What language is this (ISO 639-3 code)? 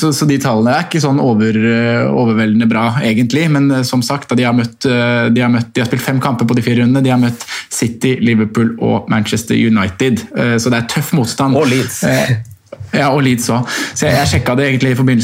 nor